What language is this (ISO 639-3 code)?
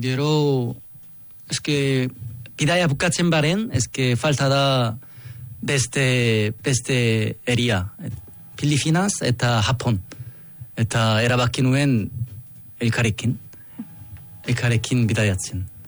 eus